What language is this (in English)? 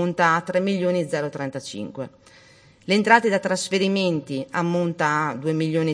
Italian